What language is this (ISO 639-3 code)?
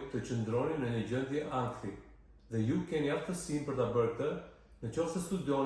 sqi